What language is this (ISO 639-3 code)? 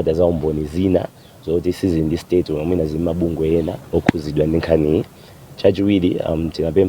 nya